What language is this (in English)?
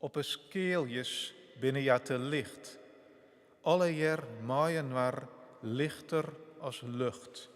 Western Frisian